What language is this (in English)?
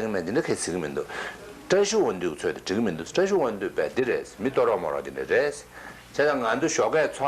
Tibetan